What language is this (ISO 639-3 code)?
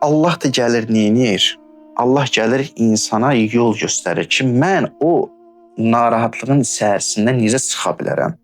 aze